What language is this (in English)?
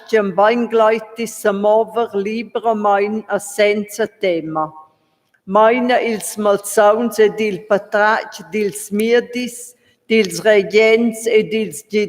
Romansh